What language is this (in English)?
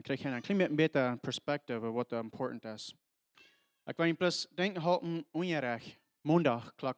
Plautdietsch